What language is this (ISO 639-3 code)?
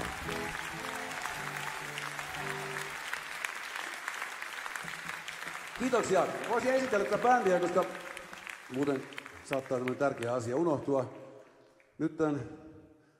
fin